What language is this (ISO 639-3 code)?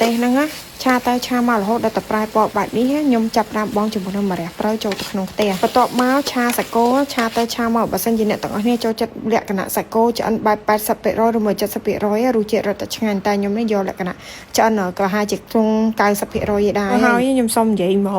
khm